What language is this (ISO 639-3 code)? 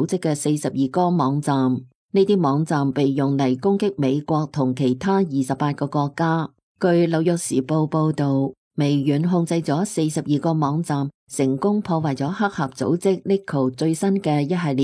yue